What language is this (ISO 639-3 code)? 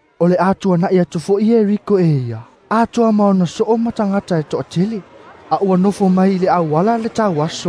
smo